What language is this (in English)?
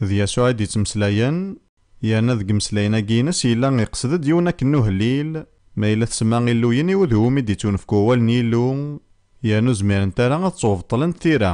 Kabyle